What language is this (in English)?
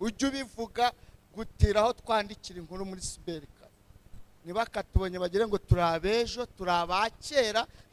Kinyarwanda